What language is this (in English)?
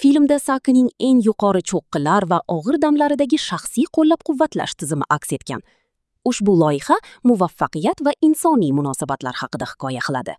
Uzbek